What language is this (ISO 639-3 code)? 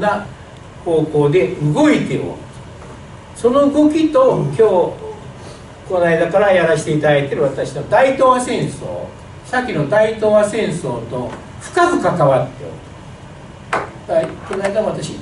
jpn